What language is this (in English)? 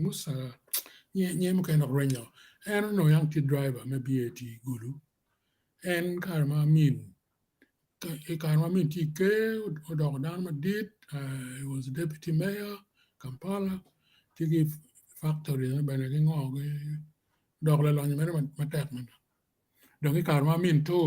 Acoli